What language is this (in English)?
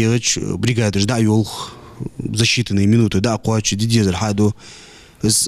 Ingush